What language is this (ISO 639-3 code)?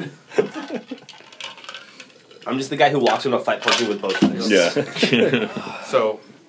eng